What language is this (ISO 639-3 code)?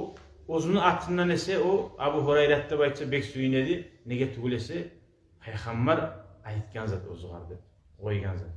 kum